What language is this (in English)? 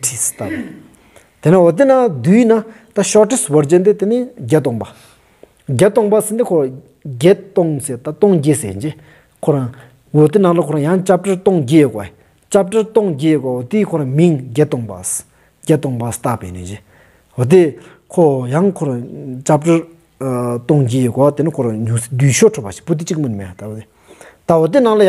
Stod Bhoti